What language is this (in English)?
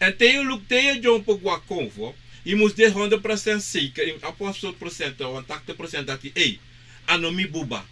Sranan Tongo